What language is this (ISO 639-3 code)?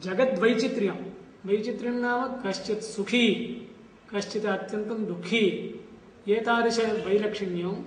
san